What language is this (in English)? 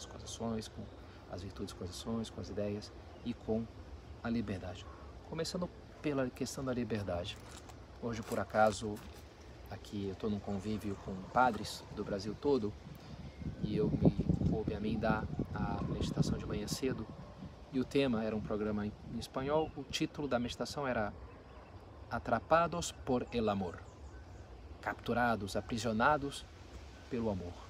Portuguese